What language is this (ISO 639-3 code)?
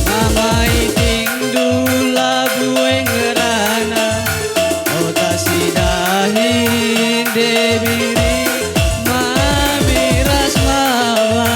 btx